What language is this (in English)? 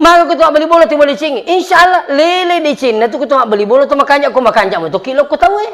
Buginese